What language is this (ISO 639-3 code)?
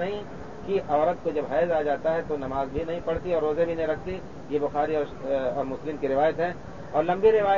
urd